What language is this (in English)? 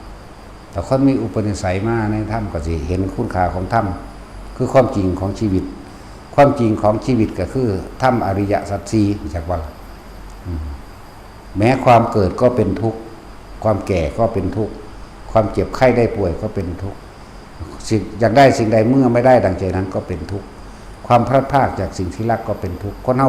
Northeastern Thai